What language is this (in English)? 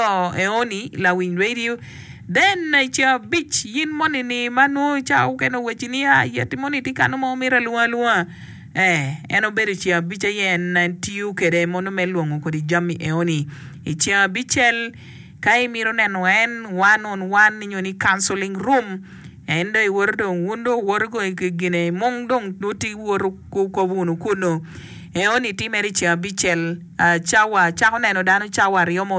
Acoli